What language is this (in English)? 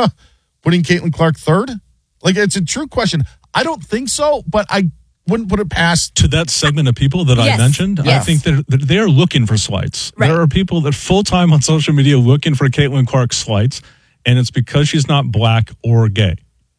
English